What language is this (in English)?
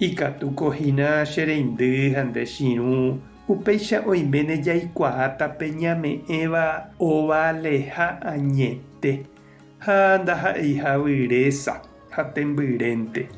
Guarani